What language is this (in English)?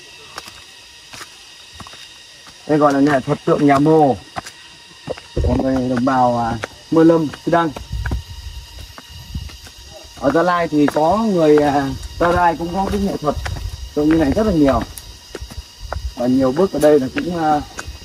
Vietnamese